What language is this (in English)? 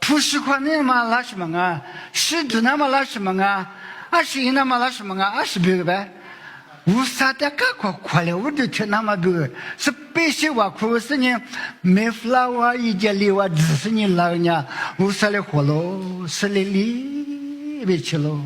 Lisu